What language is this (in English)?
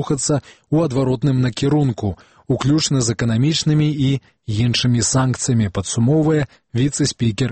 Belarusian